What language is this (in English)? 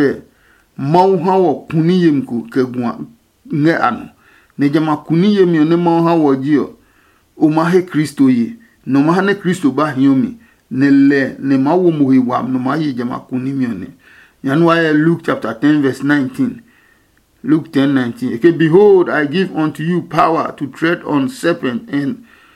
Adangme